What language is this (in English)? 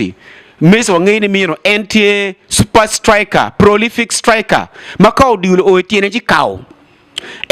Acoli